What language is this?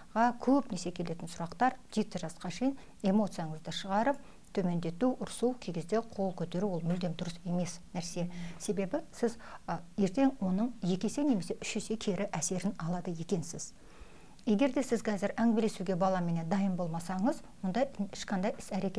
Kazakh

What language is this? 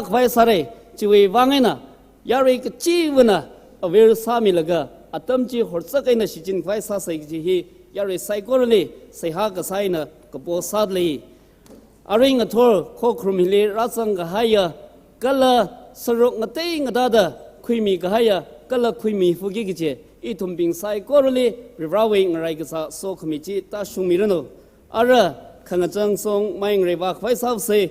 Tangkhul Naga (India)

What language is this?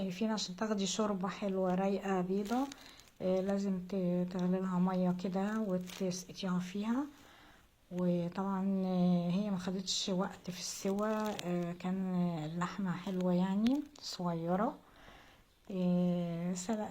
Egyptian Arabic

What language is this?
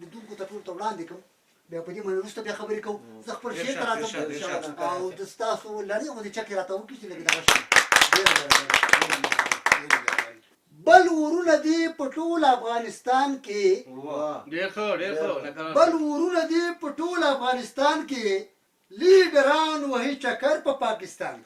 Pashto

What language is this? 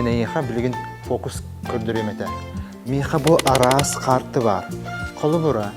Yakut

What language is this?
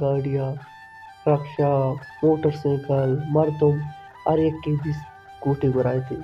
Baluchi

